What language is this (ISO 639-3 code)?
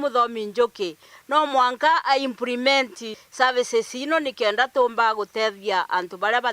mer